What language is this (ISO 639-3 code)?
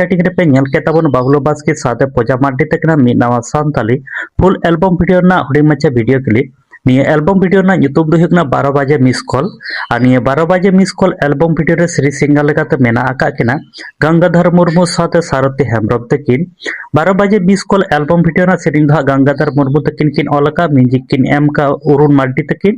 sat